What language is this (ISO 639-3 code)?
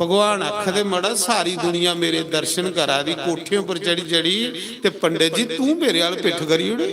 doi